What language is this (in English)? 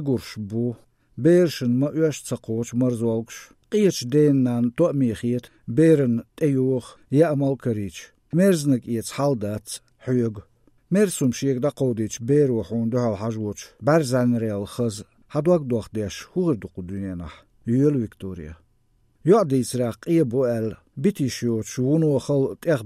Chechen